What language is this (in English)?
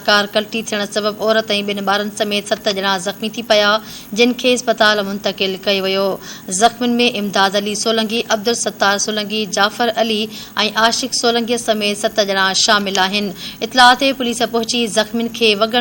Sindhi